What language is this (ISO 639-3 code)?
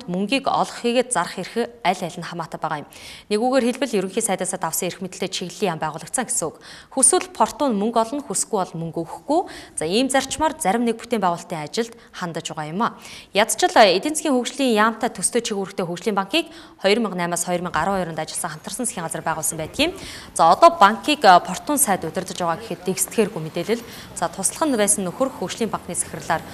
mon